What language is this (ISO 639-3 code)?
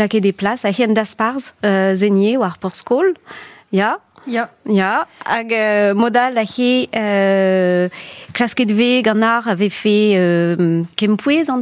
bre